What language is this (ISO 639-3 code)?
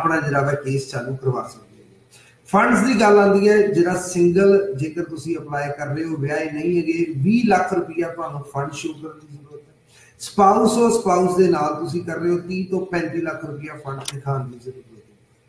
pan